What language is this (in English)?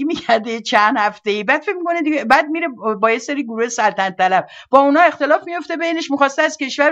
Persian